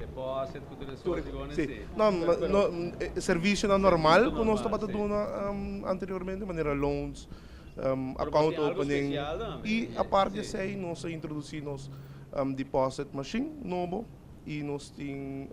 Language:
Papiamento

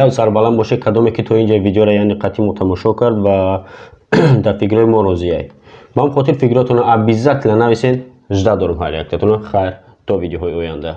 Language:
Tajik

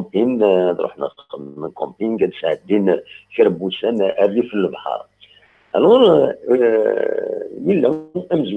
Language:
Kabyle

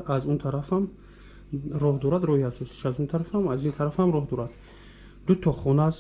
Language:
Tajik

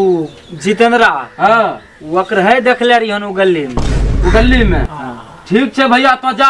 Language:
Angika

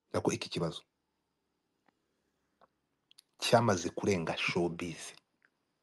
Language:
Kinyarwanda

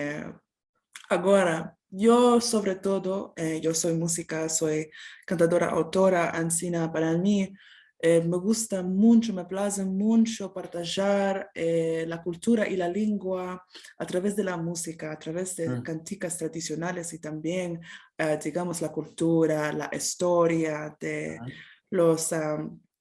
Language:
Ladino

